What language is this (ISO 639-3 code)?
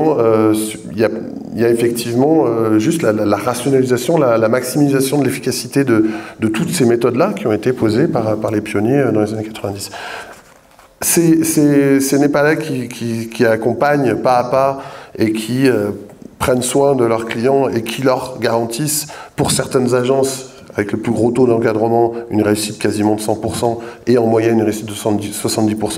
fra